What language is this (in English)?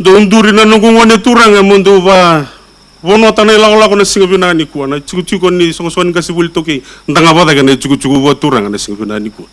Fijian